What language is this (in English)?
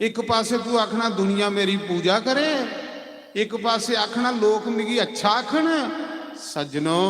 Dogri